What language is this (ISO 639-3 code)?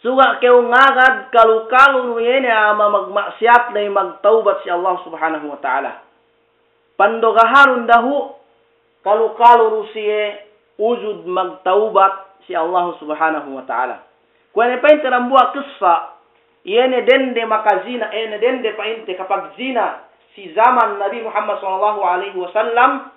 yka